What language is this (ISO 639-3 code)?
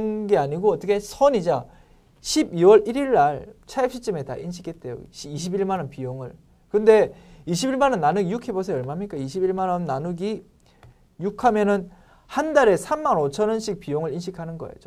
kor